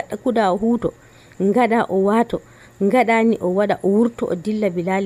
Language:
Nigerian Fulfulde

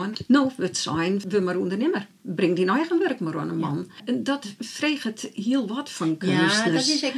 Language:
Western Frisian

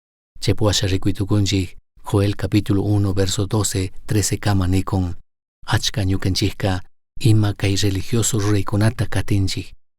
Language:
Chimborazo Highland Quichua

